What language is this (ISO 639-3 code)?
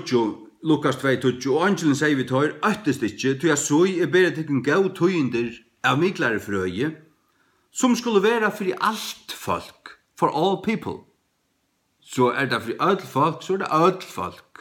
fao